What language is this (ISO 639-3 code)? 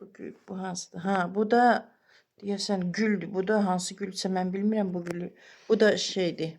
aze